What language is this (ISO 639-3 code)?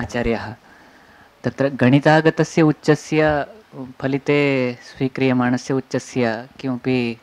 san